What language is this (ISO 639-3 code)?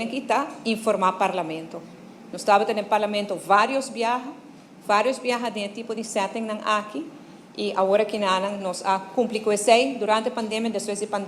pap